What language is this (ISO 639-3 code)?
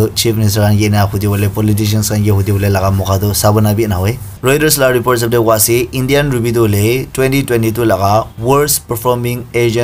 nag